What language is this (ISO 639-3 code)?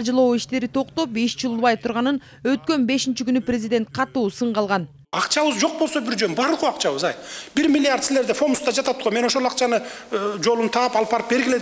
kir